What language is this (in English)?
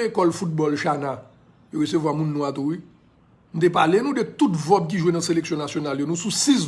Haitian Creole